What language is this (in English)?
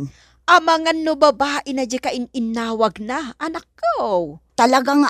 Iloko